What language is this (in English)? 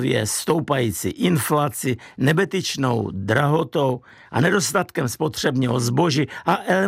Czech